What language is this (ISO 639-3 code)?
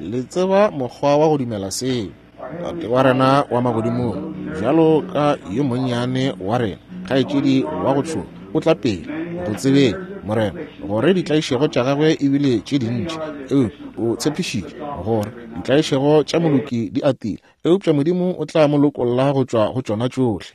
nso